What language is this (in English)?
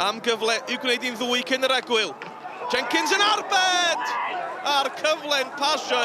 Welsh